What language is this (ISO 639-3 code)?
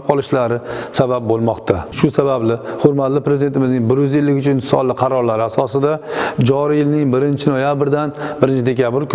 uzb